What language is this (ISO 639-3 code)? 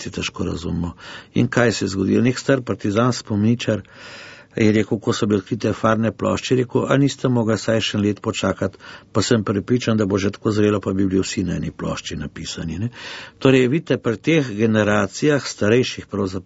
slv